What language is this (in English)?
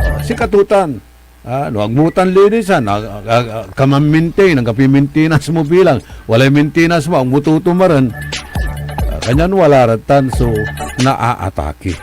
Pangasinan